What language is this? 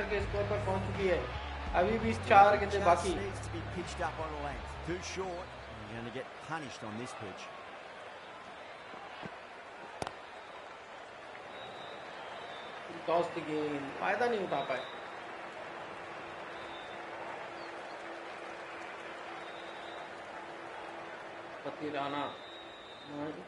Hindi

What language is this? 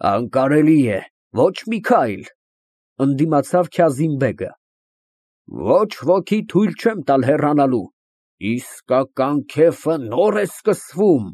Armenian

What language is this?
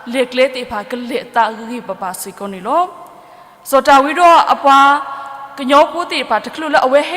S'gaw Karen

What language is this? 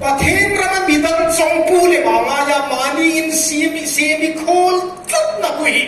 Hmar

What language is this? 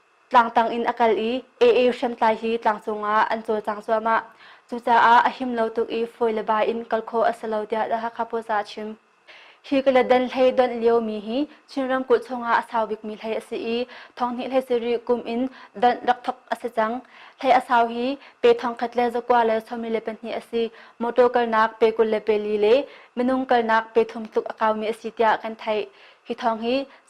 Hakha Chin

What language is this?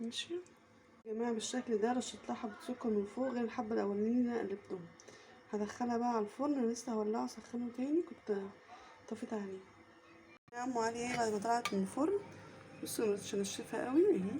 Egyptian Arabic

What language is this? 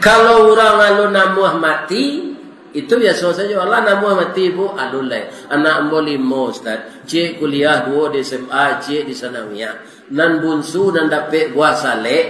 Minangkabau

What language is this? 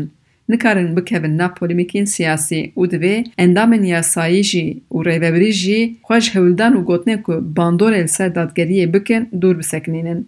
Kurdish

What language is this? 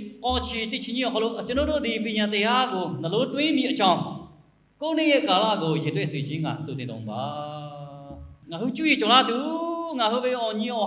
Lahu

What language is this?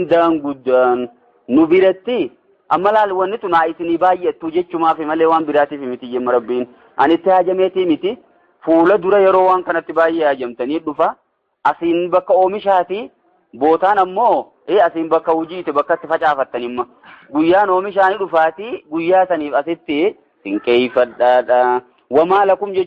Oromo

